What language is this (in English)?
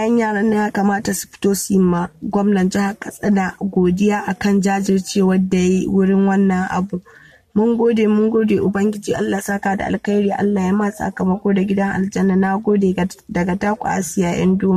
Hausa